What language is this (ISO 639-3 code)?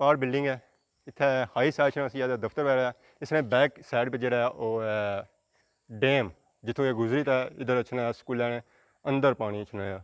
phr